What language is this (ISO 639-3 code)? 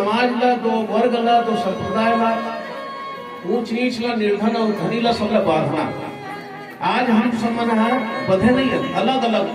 hne